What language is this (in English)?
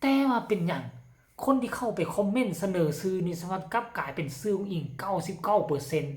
Northeastern Thai